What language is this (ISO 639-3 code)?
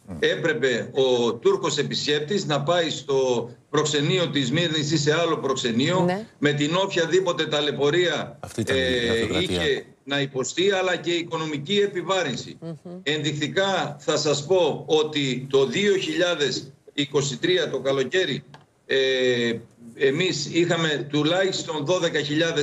ell